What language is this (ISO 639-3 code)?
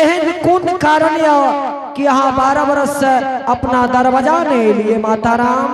anp